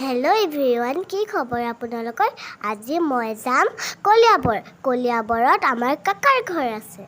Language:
Assamese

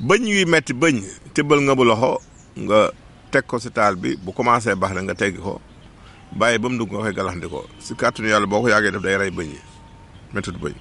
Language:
Wolof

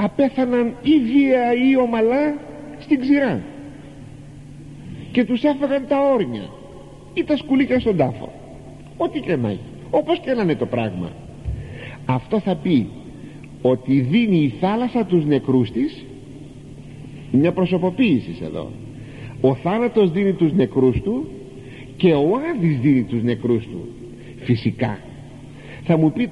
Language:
Greek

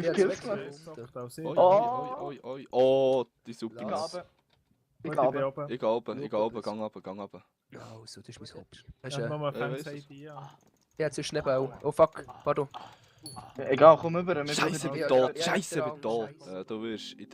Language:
Swiss German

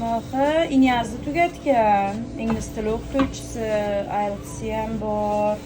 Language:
Uzbek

